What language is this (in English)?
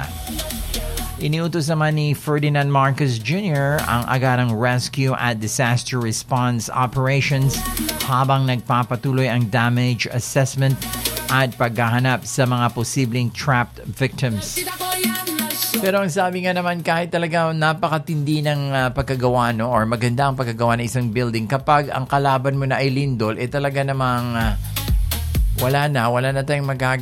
Filipino